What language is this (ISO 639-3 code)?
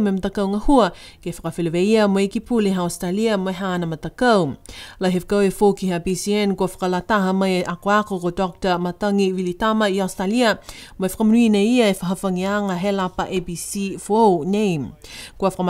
niu